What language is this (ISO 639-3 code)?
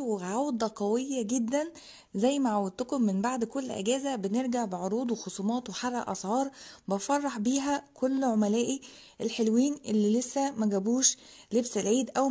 arz